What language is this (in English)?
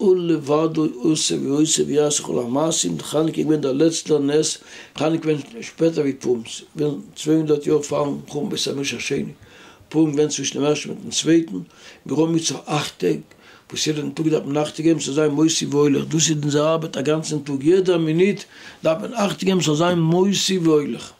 Yiddish